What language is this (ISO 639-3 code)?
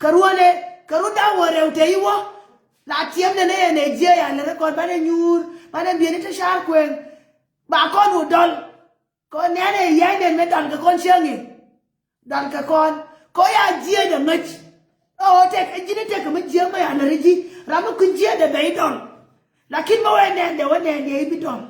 nus